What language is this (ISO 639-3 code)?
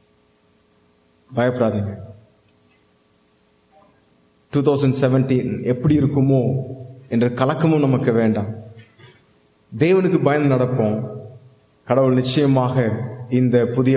tam